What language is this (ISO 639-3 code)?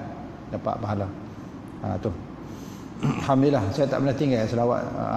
msa